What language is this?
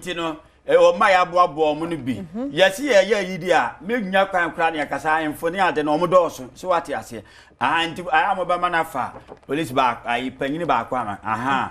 Akan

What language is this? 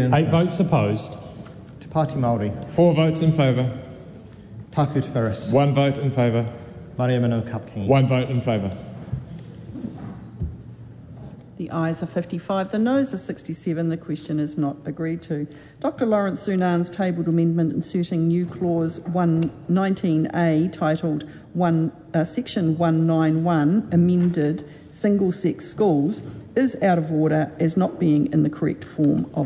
English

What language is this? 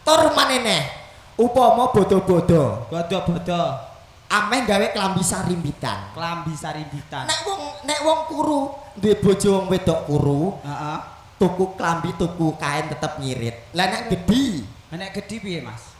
Javanese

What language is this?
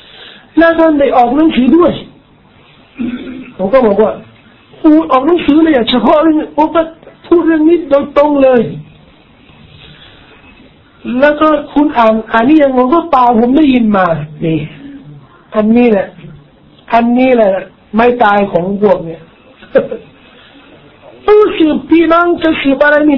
Thai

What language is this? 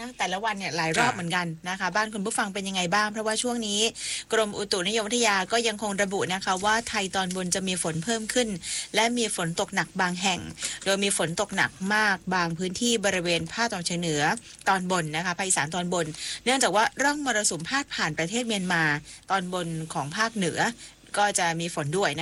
Thai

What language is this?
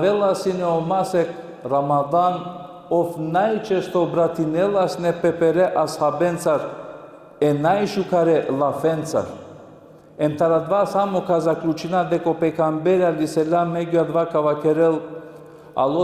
Balkan Romani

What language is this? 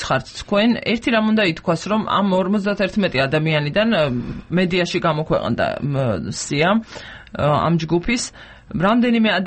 Georgian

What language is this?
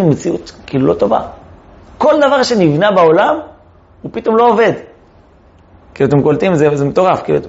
Hebrew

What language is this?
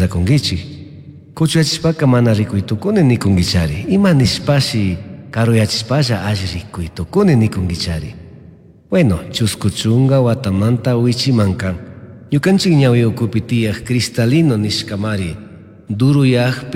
Chimborazo Highland Quichua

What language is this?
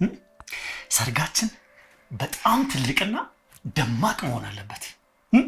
Amharic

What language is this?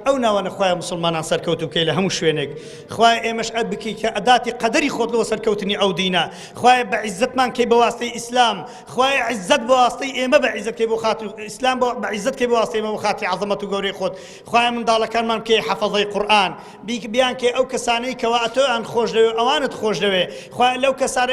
Central Kurdish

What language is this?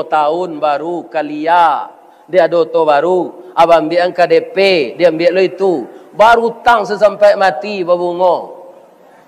Minangkabau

